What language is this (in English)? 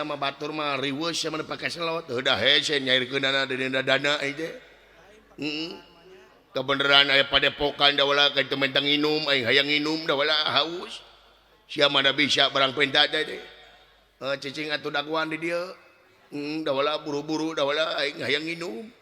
Sundanese